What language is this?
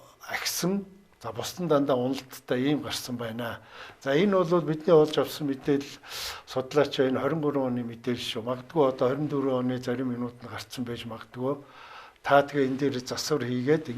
Mongolian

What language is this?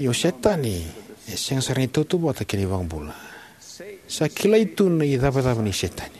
Fijian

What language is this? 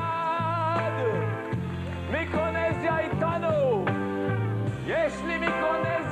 Hebrew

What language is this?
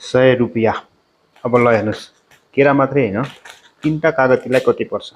Nepali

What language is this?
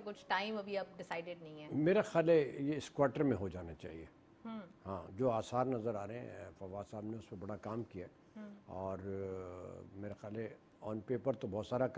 Urdu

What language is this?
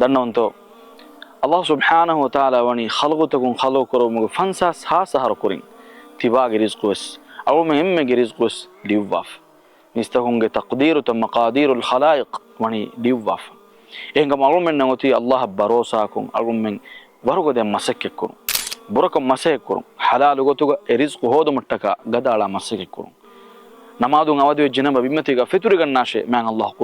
Divehi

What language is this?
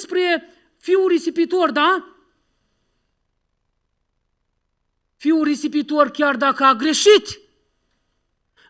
Romanian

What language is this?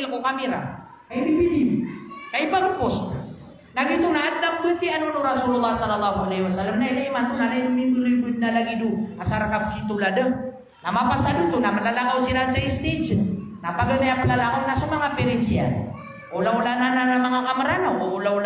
Maranao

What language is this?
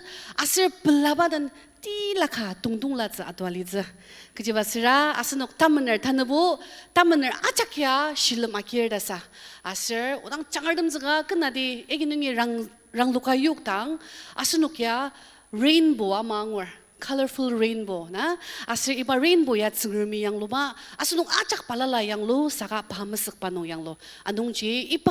Ao Naga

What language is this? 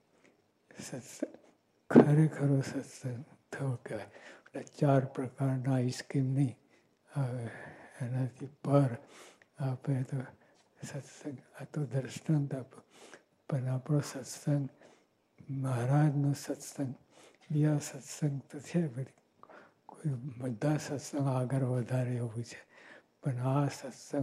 Gujarati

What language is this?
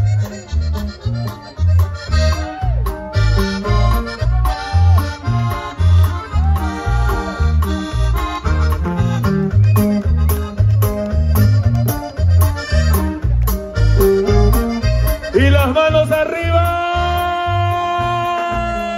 Spanish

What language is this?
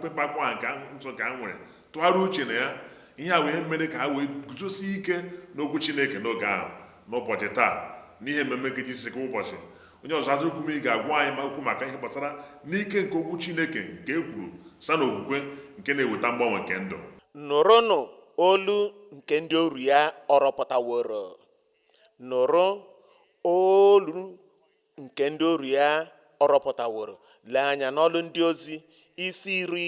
Igbo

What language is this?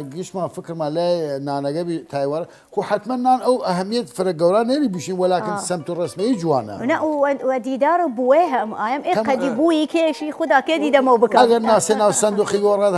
Southern Kurdish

